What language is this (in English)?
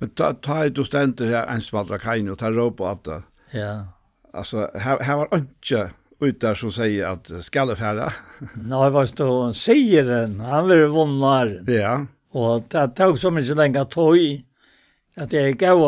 Faroese